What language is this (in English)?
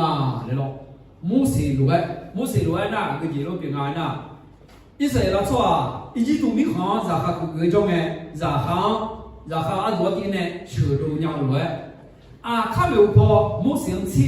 Akha